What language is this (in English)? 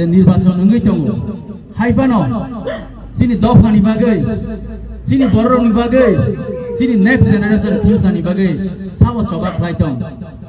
Kok Borok